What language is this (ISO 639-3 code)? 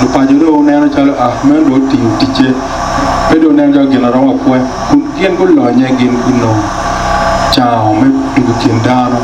ach